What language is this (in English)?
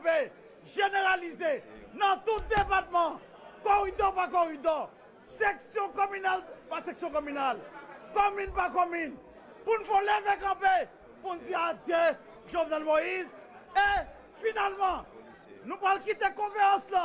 Haitian Creole